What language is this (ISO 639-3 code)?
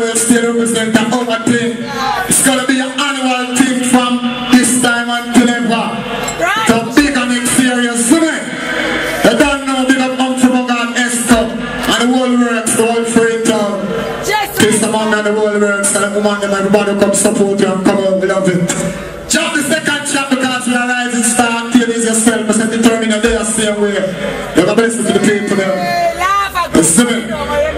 jam